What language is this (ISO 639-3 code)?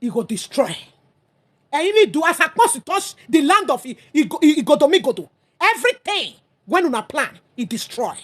pcm